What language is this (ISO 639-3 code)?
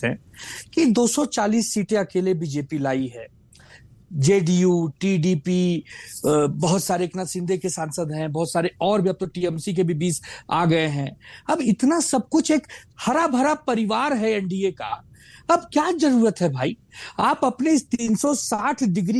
hin